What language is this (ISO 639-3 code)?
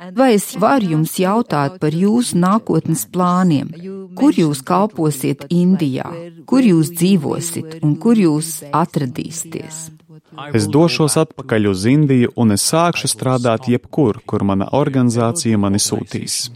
lav